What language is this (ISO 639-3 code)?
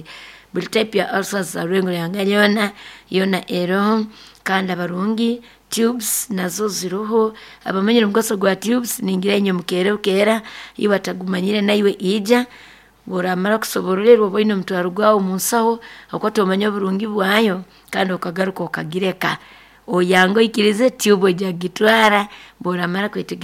nyo